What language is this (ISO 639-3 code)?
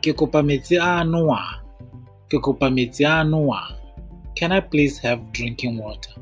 tsn